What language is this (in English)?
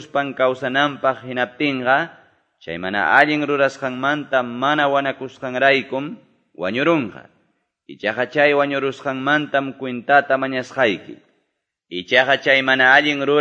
Quechua